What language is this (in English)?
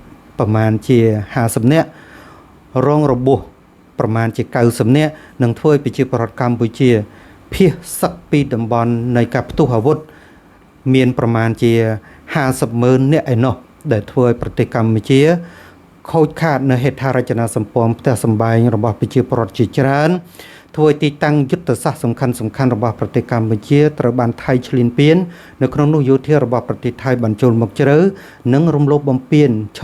Khmer